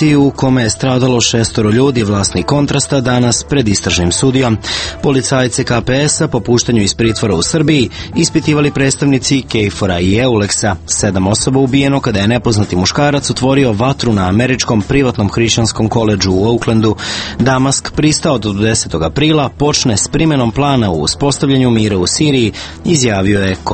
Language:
Serbian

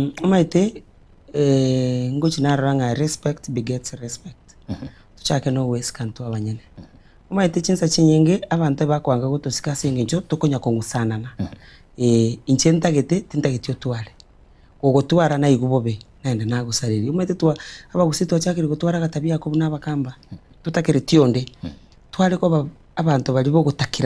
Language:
Gusii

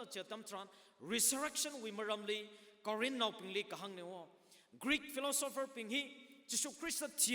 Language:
Tangkhul Naga (India)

